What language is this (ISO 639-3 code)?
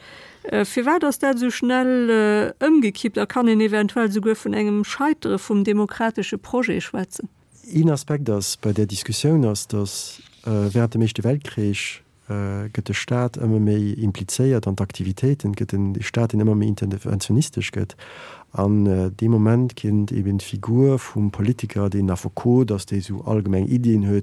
ltz